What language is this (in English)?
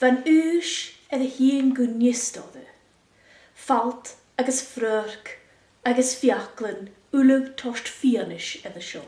Scottish Gaelic